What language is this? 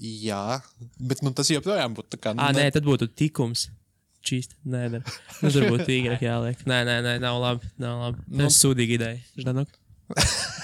Latvian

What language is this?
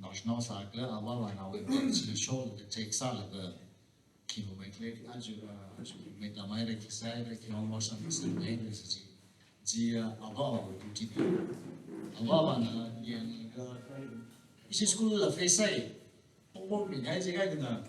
Tangkhul Naga (India)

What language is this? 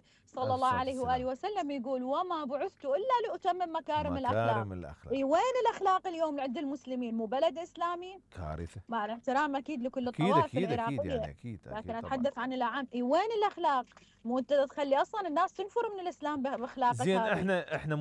Mesopotamian Arabic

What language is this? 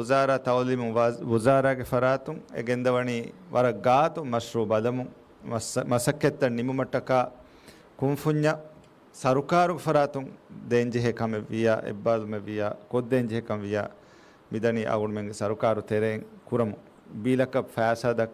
Divehi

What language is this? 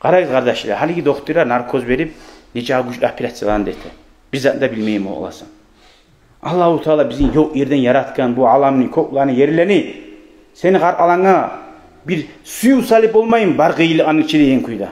Kumyk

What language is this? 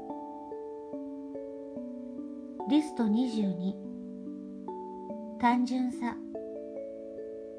Japanese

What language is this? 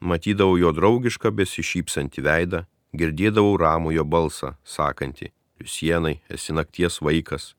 Lithuanian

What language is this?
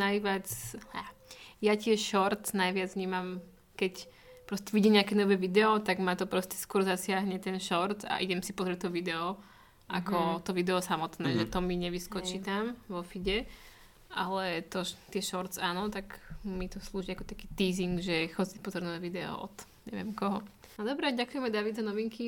Slovak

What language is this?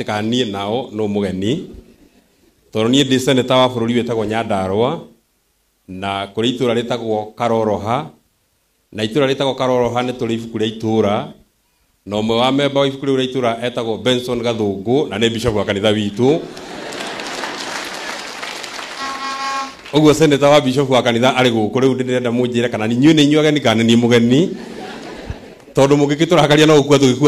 Kikuyu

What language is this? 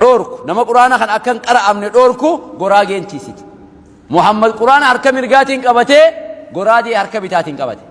Oromo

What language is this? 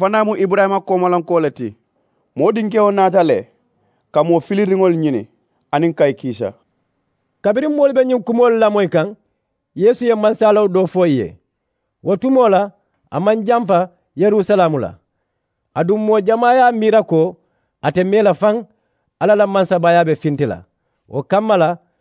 Mandingo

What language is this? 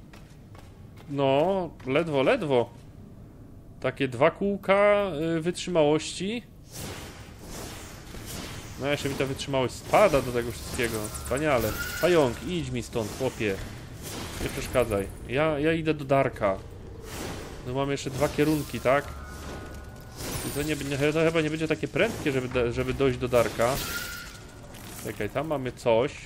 Polish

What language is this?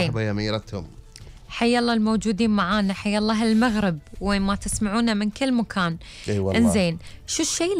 Gulf Arabic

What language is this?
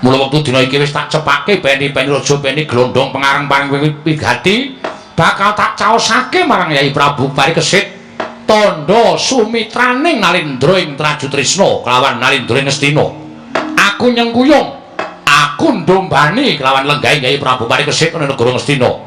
Javanese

